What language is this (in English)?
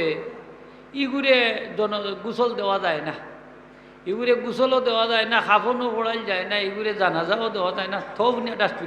Sylheti